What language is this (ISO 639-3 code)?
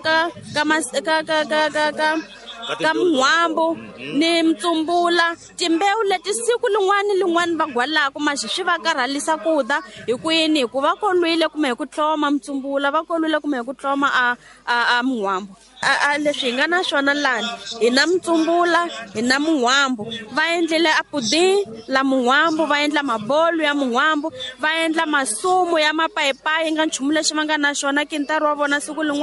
tso